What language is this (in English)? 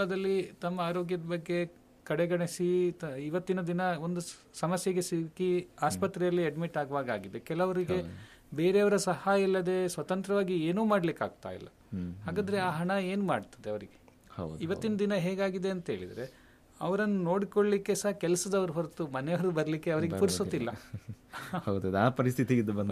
Kannada